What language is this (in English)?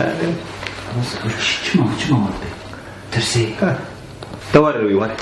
Kurdish